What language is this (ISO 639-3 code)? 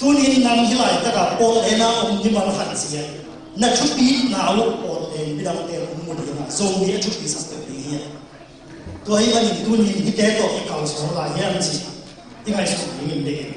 ctd